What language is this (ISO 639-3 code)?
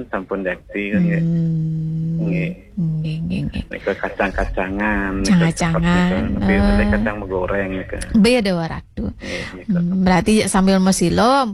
ban